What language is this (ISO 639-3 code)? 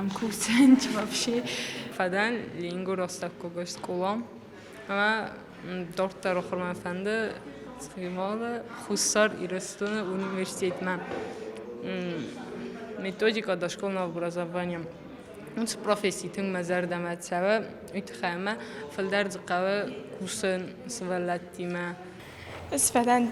oss